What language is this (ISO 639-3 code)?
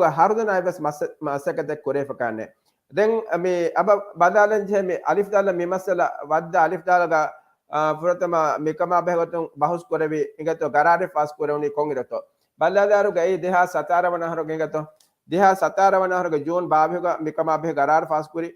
div